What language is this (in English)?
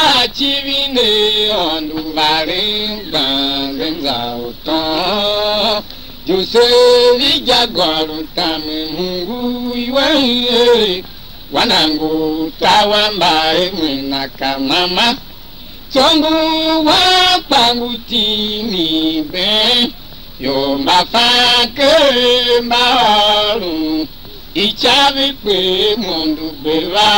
Tiv